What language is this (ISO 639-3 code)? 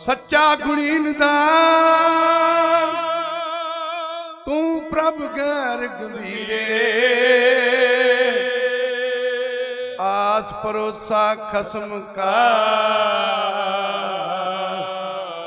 pan